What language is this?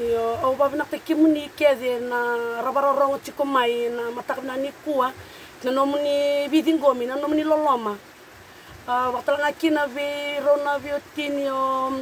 Fijian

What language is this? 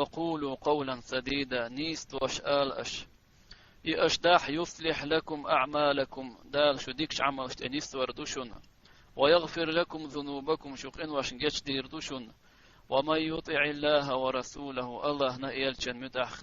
Chechen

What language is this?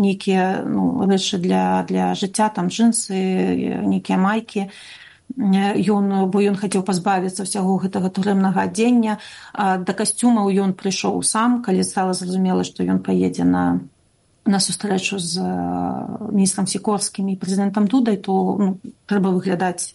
Belarusian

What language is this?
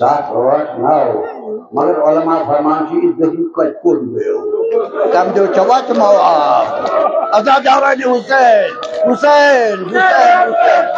Kashmiri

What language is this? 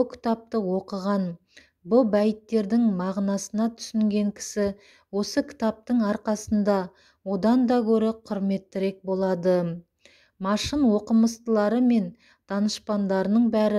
Kazakh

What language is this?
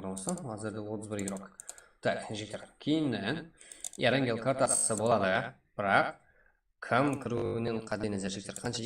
Kara-Kalpak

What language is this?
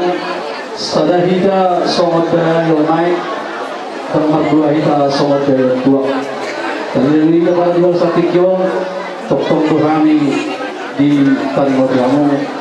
Batak Toba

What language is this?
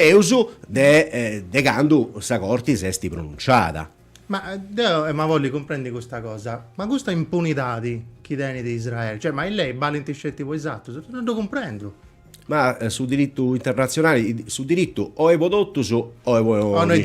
Sardinian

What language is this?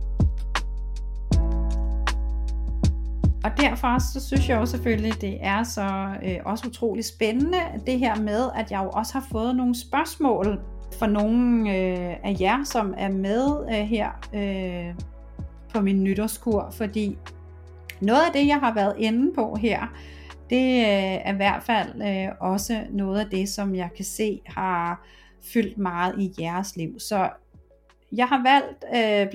Danish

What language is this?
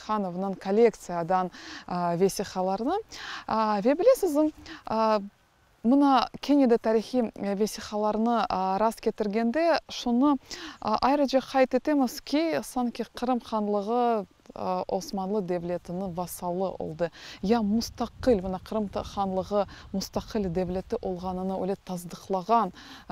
Crimean Tatar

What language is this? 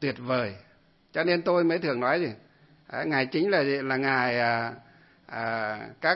Vietnamese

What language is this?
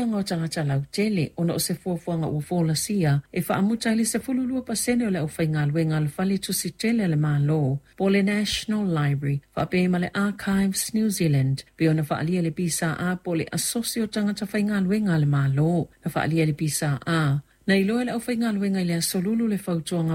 Samoan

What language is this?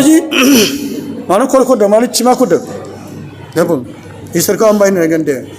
Bodo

